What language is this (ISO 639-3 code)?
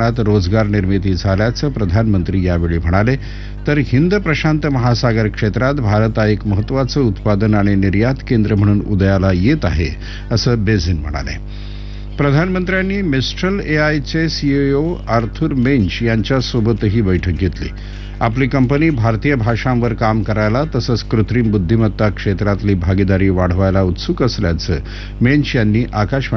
mar